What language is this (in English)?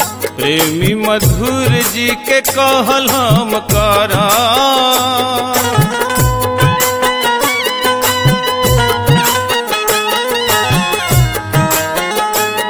Bhojpuri